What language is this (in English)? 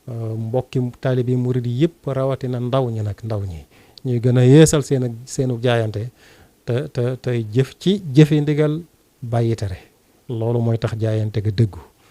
Wolof